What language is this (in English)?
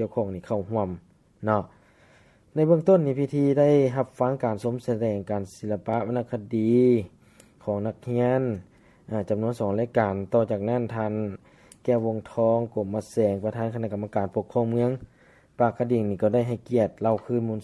Lao